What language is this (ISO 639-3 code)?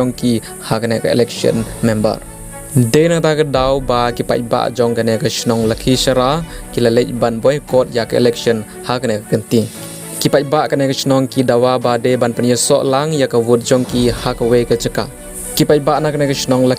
kha